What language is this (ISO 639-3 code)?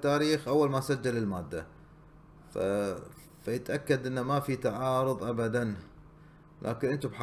afb